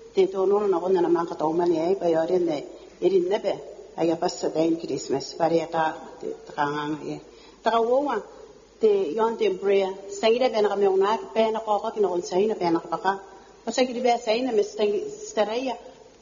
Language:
Gilbertese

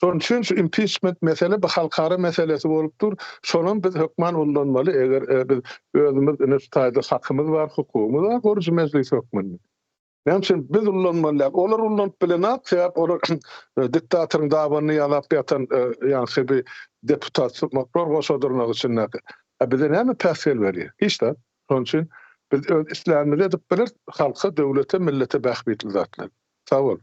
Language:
Turkmen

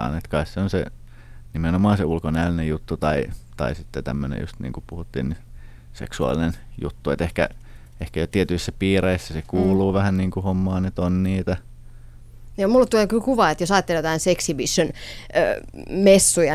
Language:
Finnish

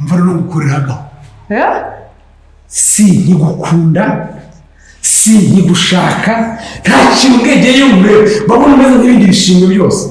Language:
Kinyarwanda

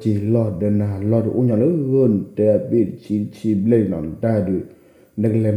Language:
S'gaw Karen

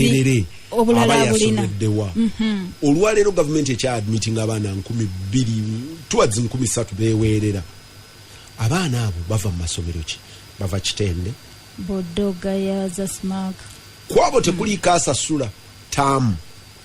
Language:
Ganda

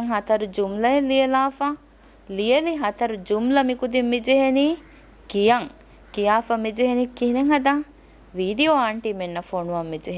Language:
Divehi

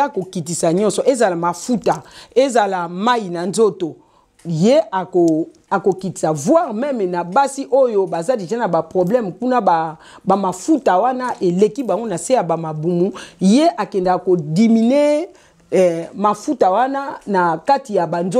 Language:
Lingala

